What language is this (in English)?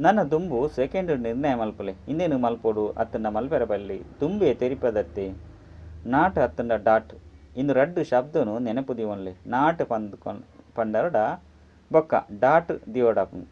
Tulu